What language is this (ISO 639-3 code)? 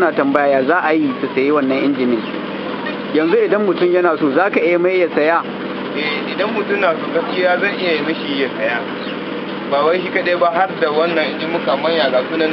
hau